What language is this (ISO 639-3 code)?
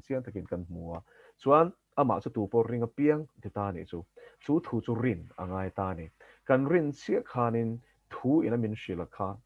lus